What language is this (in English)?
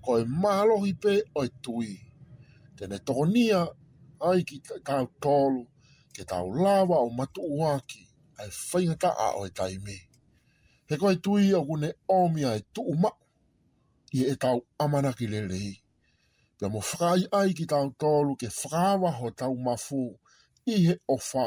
Tongan